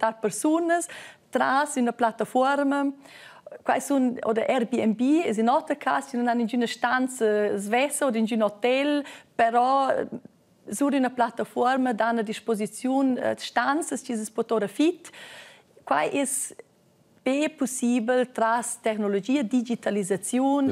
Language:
Romansh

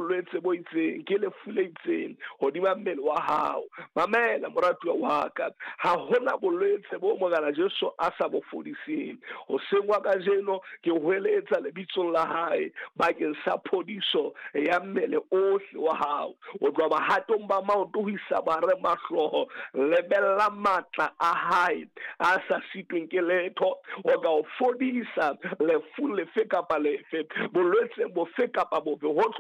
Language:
Southern Sotho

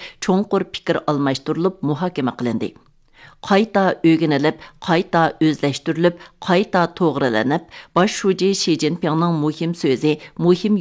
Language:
Uyghur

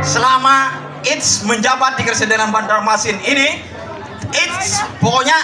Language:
Banjar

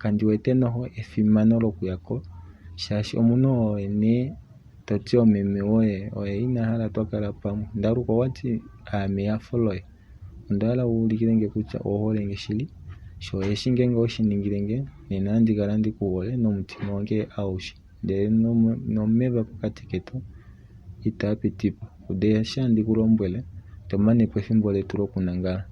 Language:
Kuanyama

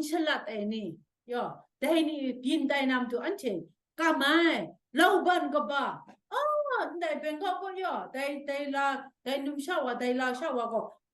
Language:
Kachin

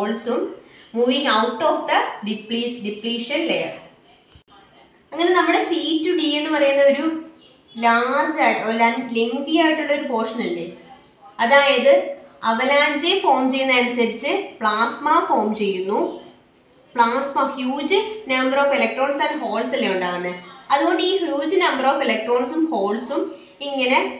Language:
Malayalam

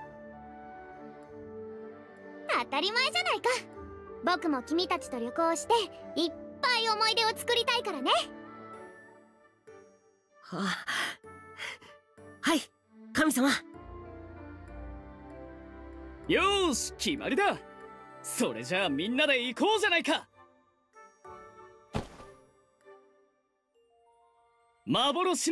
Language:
Japanese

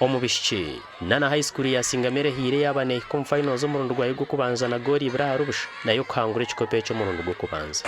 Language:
Nyankole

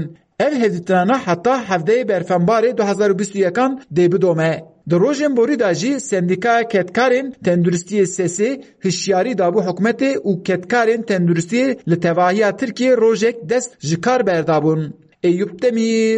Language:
Kurdish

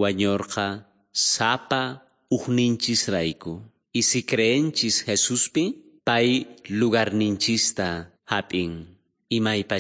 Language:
South Bolivian Quechua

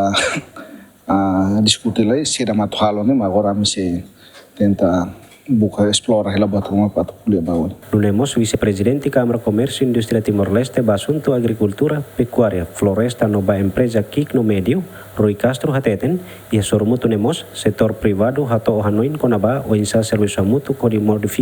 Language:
Tetum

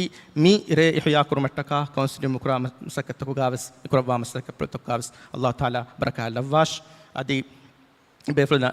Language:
Divehi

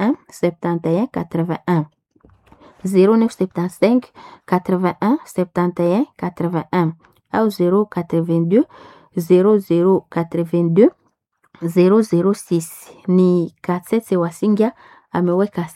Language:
Swahili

